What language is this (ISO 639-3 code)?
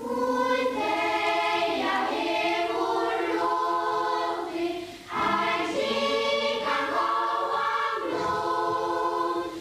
fao